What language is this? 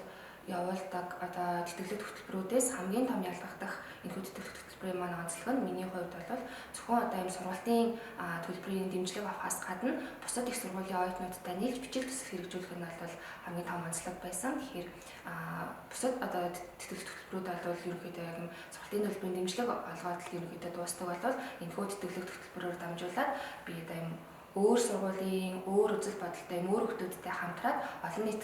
Mongolian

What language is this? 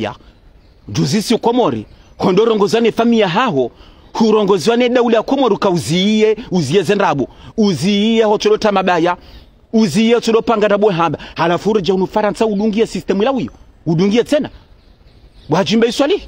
Ngazidja Comorian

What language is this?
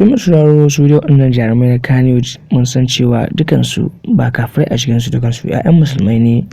Hausa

